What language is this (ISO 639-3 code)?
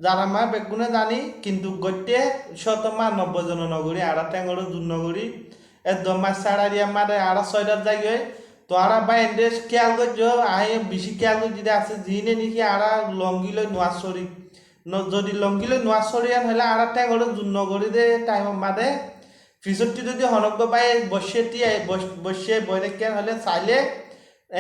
rhg